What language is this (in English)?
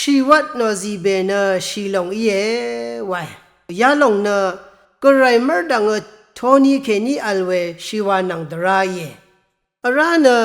Rawang